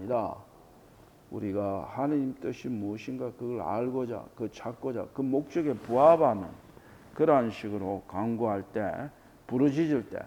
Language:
Korean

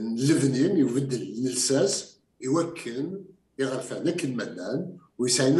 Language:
Kabyle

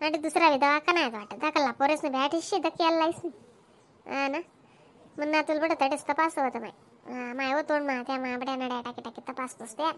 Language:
Khandesi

